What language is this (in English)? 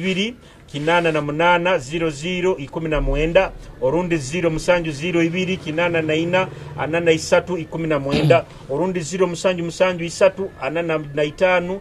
Nyoro